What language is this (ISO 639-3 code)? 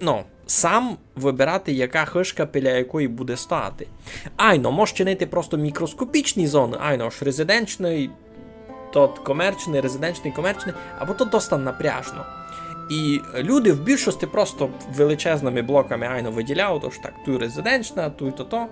rue